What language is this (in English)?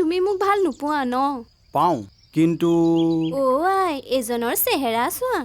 Assamese